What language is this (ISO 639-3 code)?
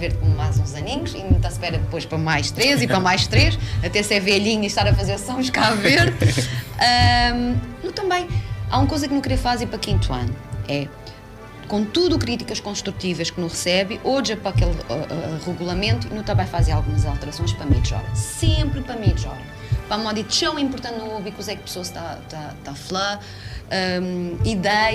kea